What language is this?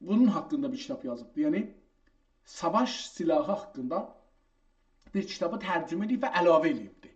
South Azerbaijani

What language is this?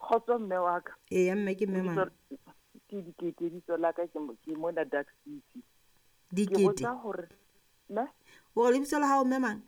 Southern Sotho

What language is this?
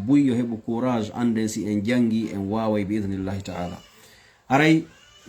Fula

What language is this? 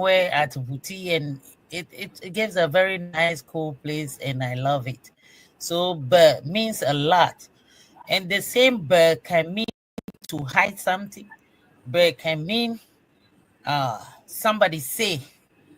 Ewe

